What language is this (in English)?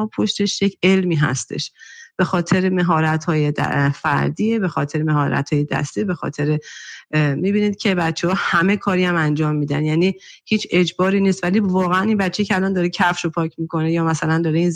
Persian